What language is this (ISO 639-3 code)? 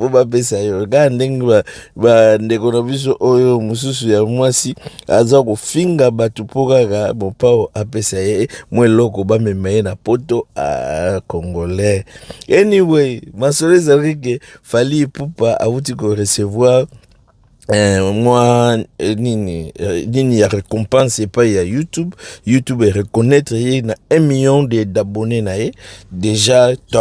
lin